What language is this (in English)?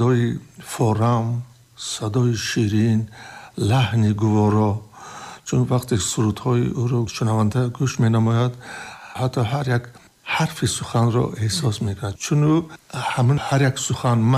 Tajik